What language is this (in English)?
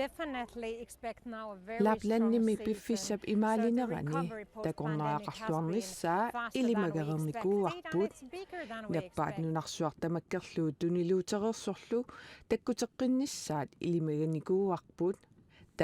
Kalaallisut